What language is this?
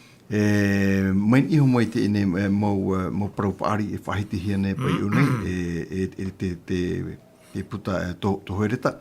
Tahitian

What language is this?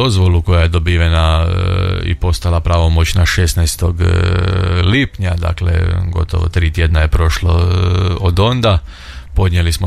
Croatian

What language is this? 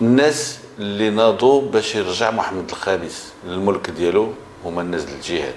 Moroccan Arabic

